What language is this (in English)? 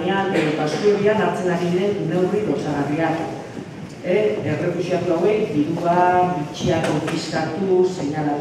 Basque